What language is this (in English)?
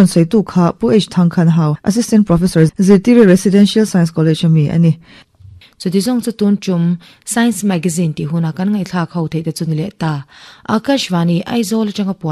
Mizo